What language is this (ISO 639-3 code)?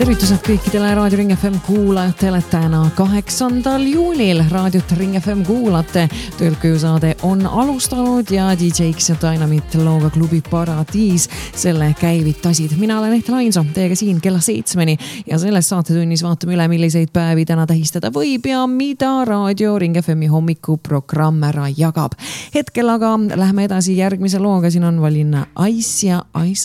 est